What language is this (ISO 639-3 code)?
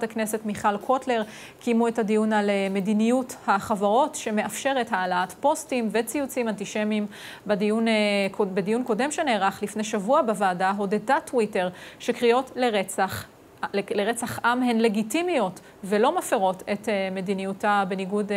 heb